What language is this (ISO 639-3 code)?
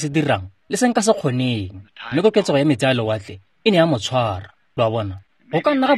tsn